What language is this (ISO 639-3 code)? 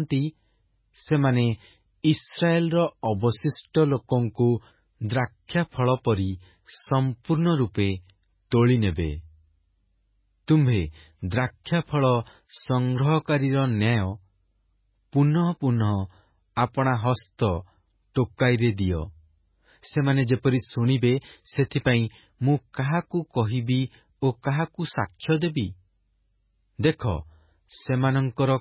ori